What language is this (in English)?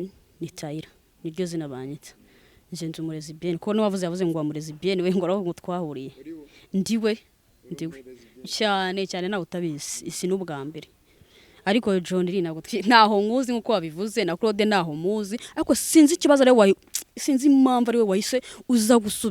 Kinyarwanda